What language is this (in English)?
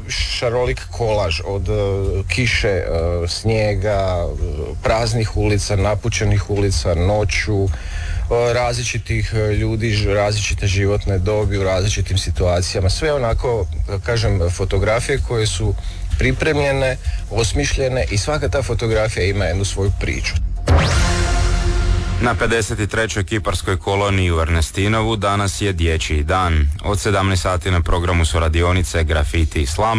Croatian